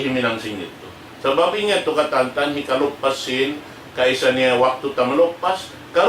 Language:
Tausug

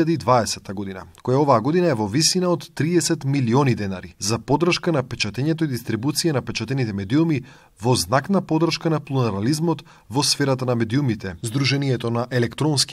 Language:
Macedonian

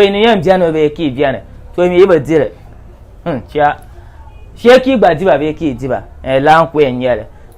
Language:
Dagbani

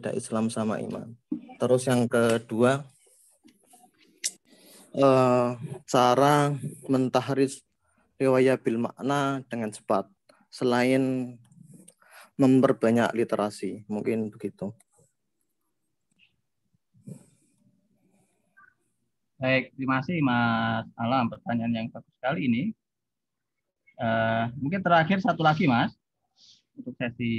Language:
Indonesian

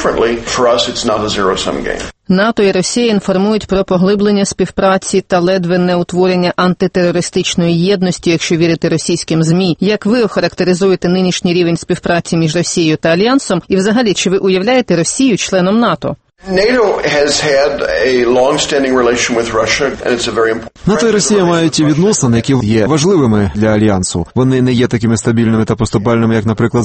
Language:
Ukrainian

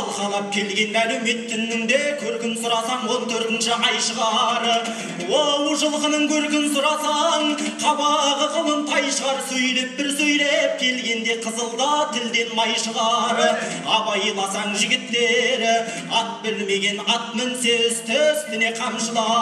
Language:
Kazakh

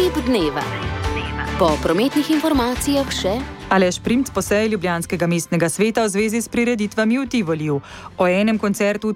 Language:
Slovenian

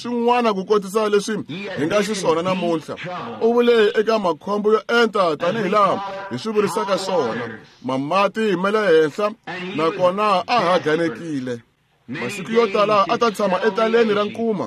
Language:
Tsonga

